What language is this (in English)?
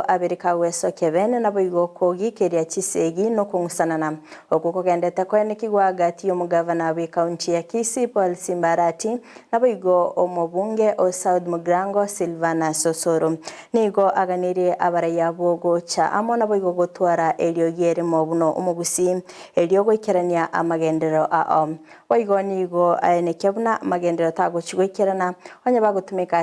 Gusii